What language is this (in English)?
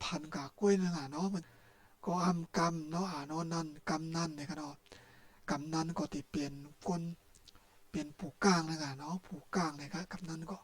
Shan